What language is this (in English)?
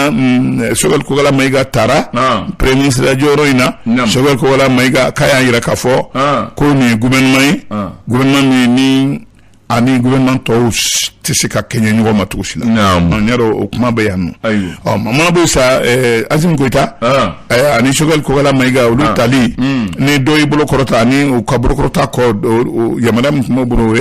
Bambara